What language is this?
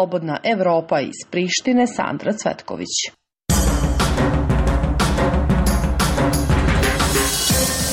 Serbian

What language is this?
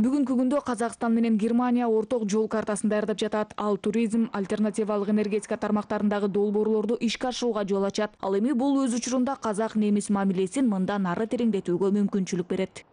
Kyrgyz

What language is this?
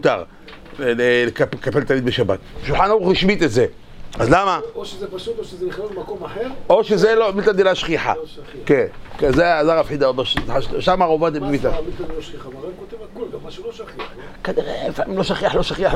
Hebrew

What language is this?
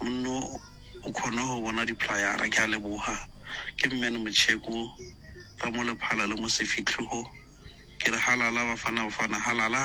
Northern Sotho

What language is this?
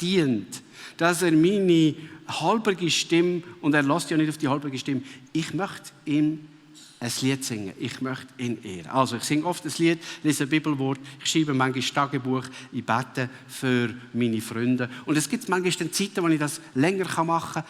Swiss German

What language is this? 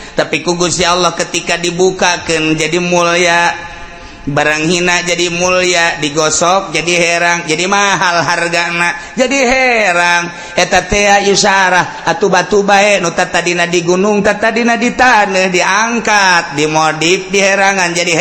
Sundanese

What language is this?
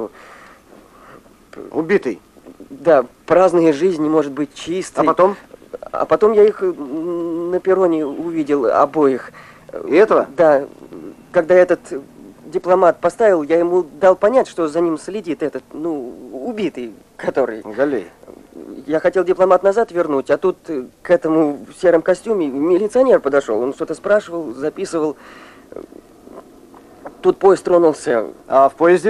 Russian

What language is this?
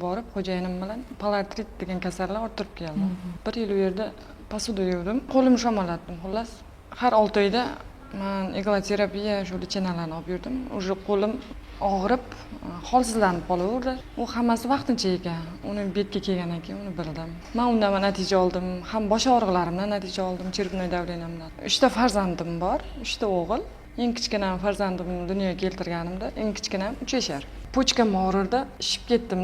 Uzbek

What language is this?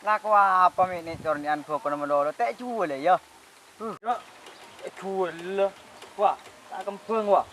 Madurese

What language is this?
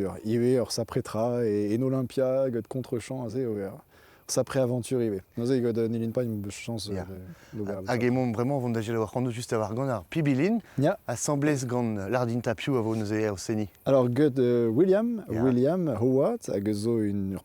Breton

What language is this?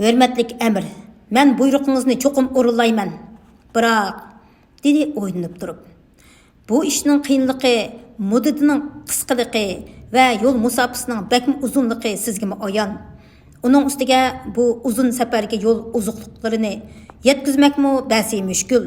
Uyghur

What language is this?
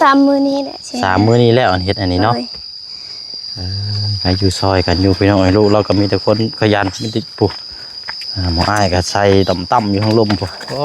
Lao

